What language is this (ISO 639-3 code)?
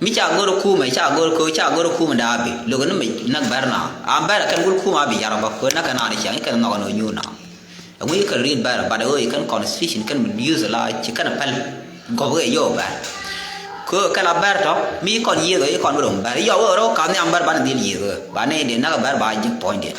nus